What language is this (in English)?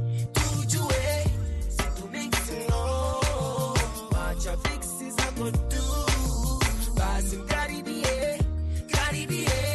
Swahili